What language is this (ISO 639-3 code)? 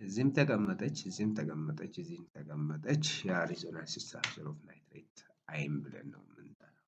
amh